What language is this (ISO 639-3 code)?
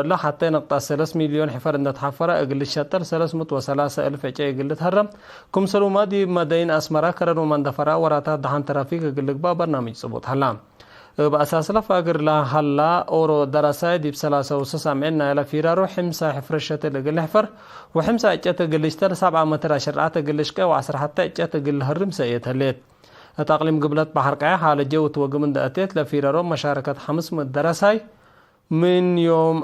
tig